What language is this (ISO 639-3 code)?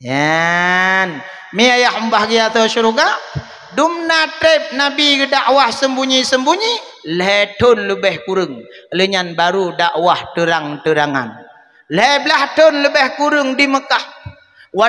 ace